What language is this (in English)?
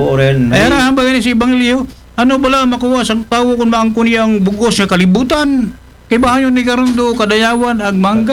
Aklanon